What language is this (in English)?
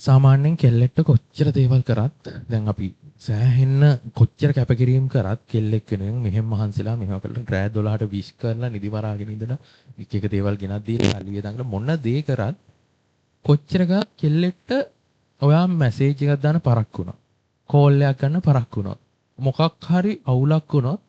Sinhala